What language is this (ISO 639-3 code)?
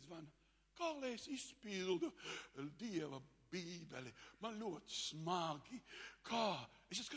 lav